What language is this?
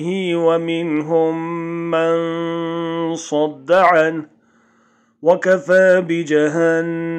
Urdu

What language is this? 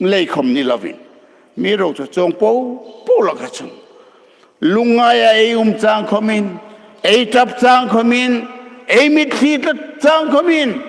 Hmar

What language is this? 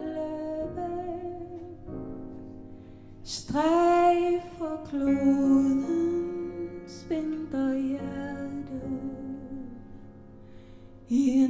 Danish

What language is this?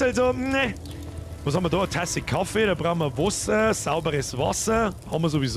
Bavarian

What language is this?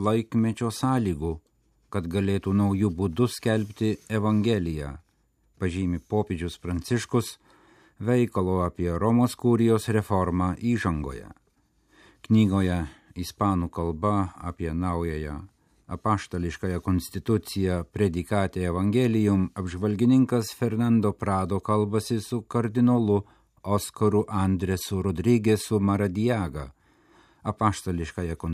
Lithuanian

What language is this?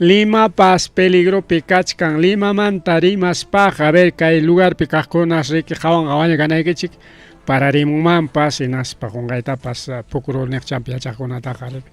Ayacucho Quechua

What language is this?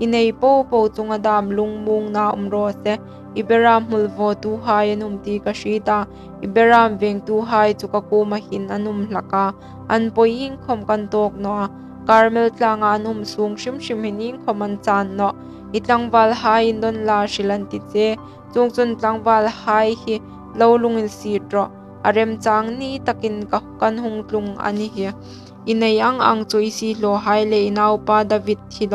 Hmar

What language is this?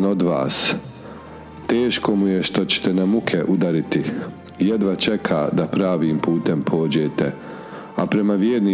Bosnian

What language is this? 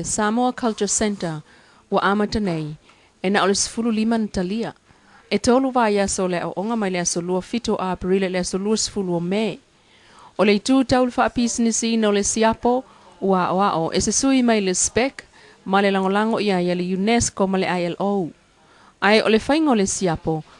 Samoan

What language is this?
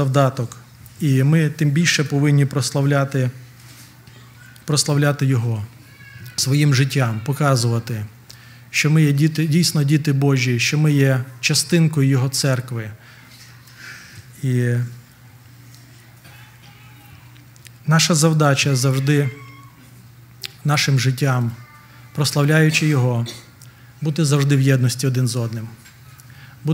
Ukrainian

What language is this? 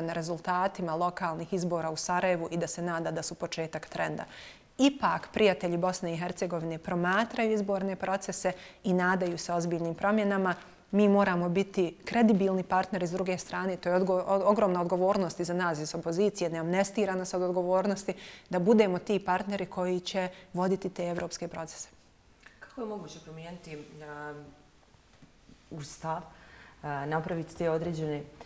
Bosnian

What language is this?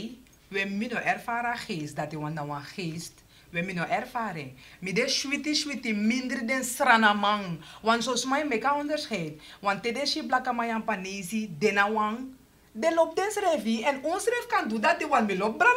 Sranan Tongo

